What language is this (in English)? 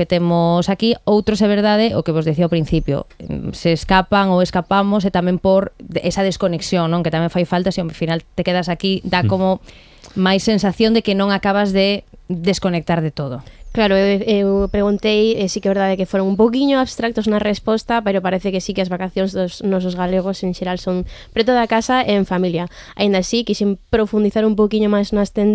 Galician